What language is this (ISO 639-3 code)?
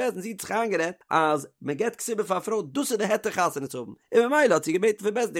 yid